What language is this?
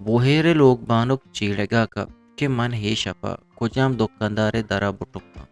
Eastern Balochi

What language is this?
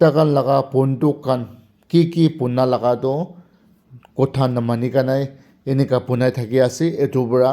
Naga Pidgin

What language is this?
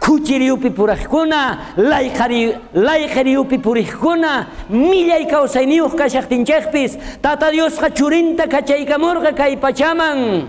South Bolivian Quechua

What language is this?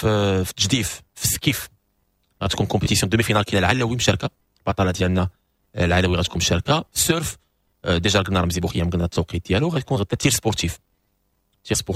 Moroccan Arabic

